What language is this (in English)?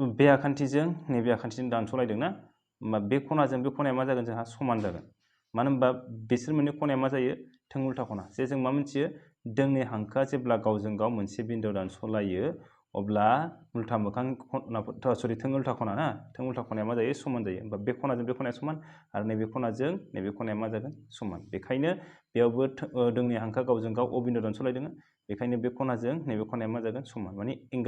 Bodo